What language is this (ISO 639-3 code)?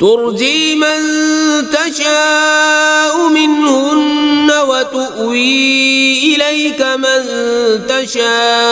kas